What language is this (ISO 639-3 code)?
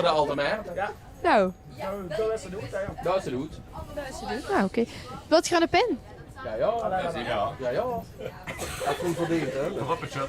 lim